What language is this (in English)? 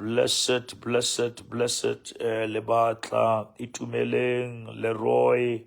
Southern Sotho